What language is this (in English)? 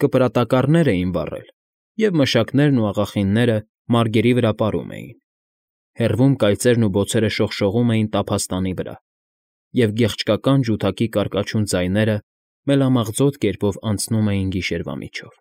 Armenian